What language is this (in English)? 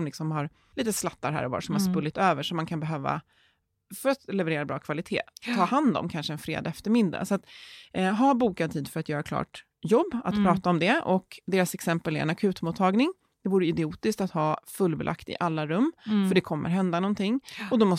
Swedish